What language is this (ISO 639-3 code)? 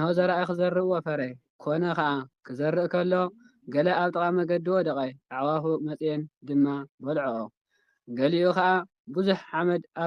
tir